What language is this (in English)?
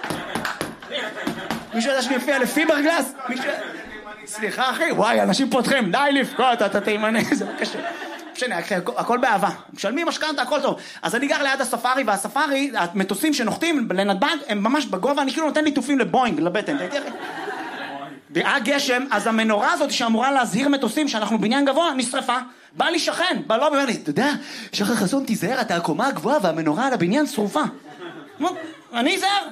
Hebrew